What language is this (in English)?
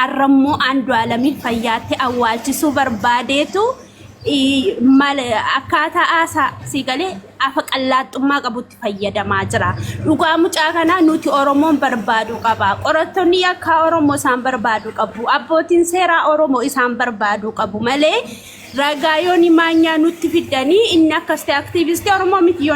Oromo